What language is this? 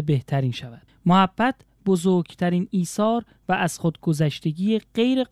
Persian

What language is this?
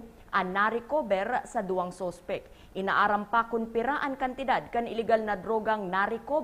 Bikol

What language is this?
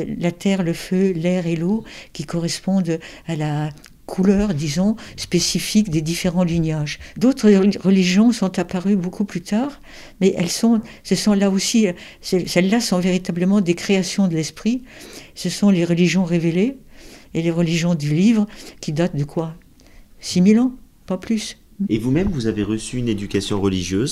French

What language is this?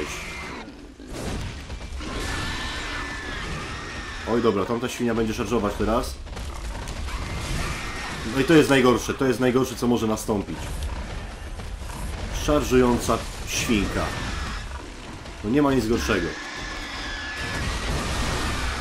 Polish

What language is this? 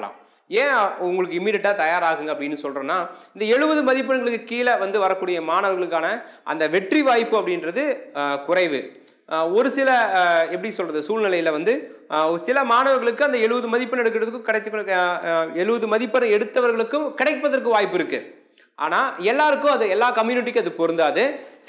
Tamil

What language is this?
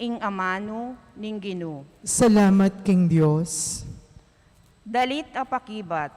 Pampanga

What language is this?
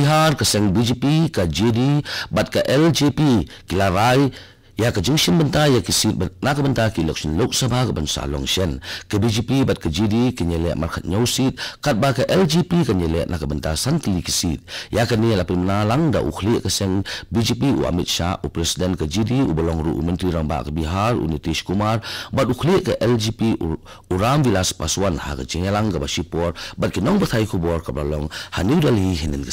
Khasi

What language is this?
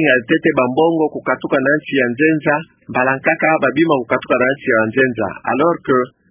Kituba (Democratic Republic of Congo)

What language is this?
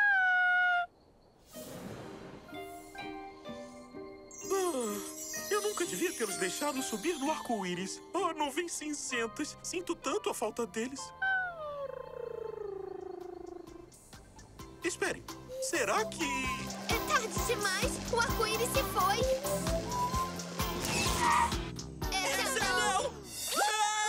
Portuguese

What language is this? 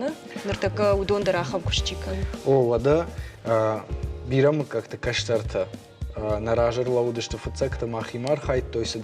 Ossetic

